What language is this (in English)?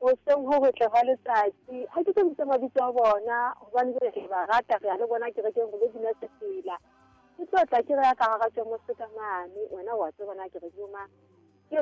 Southern Sotho